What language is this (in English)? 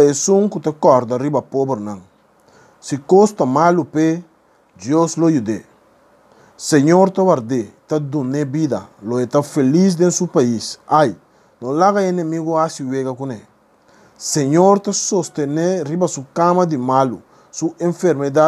Papiamento